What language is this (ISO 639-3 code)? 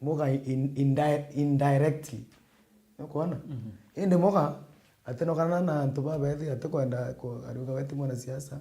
mer